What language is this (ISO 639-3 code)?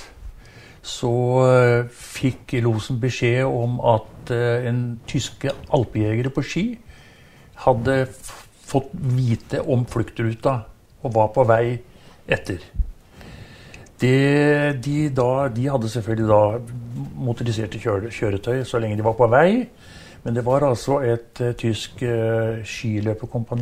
nor